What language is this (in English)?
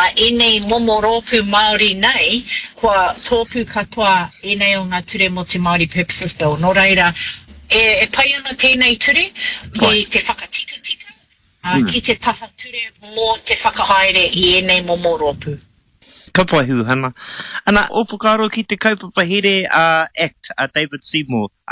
Māori